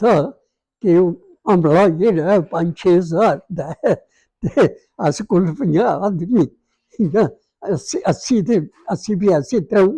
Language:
Dogri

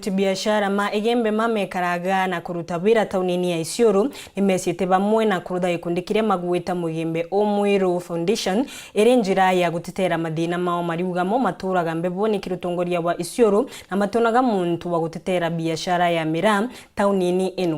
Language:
Meru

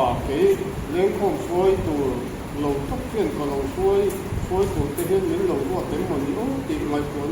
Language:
Mizo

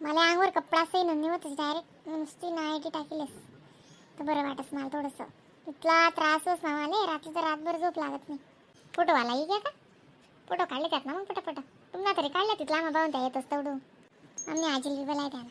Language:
Khandesi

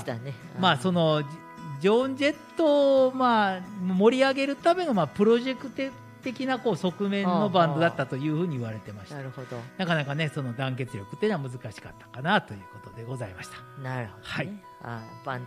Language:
Japanese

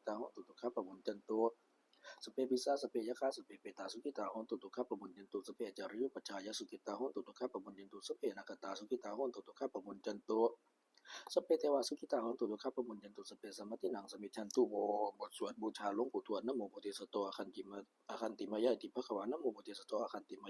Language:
Pali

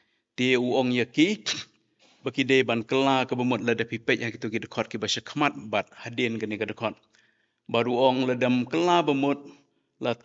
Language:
Khasi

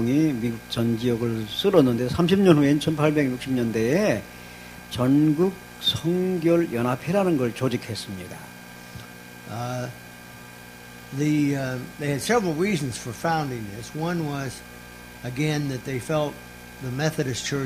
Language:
Korean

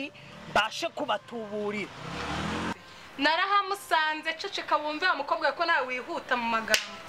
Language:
Kinyarwanda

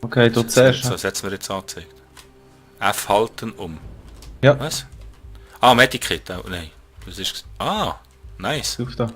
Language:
Swiss German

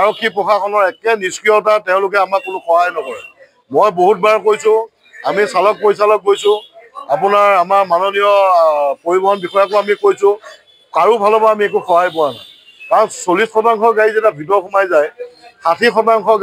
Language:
Assamese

